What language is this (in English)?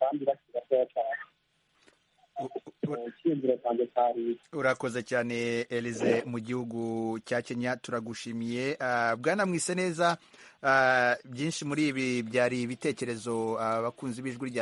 Kinyarwanda